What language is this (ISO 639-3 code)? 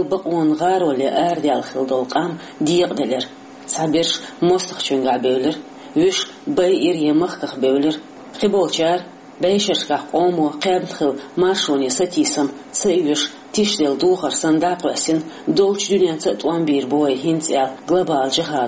che